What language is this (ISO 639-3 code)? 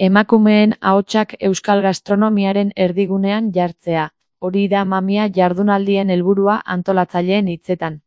eus